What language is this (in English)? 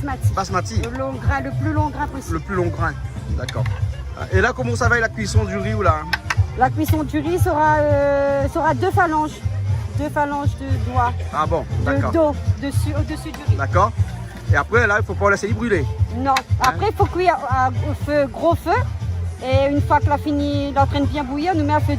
Réunion Creole French